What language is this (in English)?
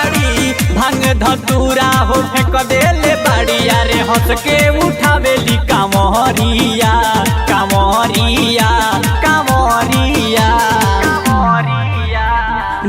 Bhojpuri